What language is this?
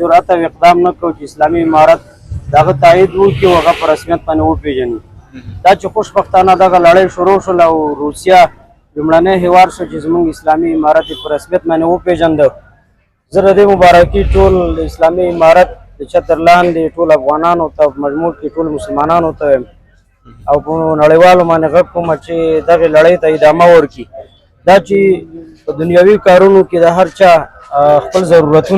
Pashto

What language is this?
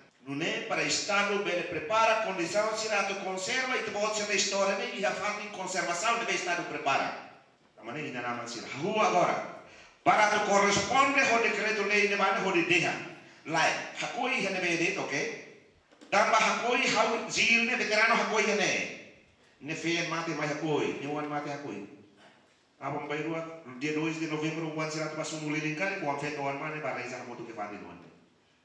Tetum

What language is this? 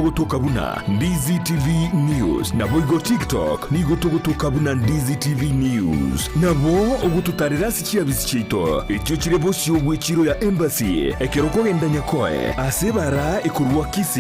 Gusii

